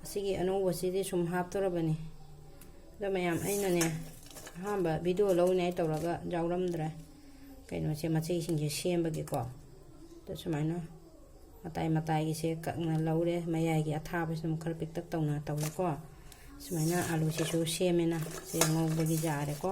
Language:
Manipuri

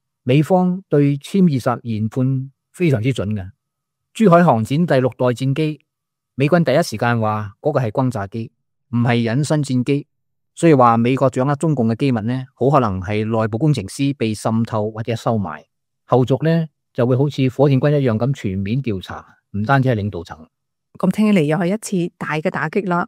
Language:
Cantonese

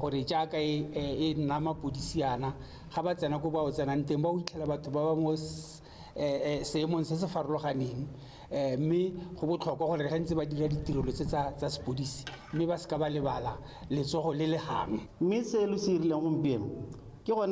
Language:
Tswana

